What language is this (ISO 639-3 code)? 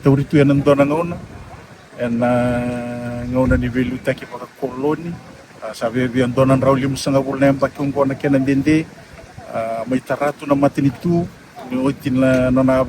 fij